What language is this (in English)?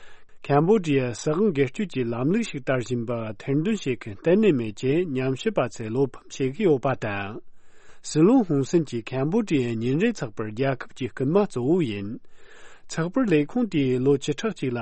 Tibetan